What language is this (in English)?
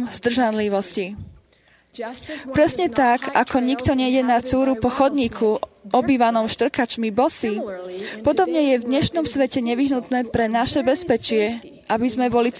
Slovak